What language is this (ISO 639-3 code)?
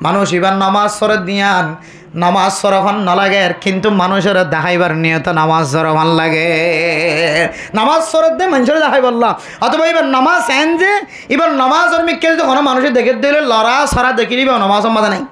rhg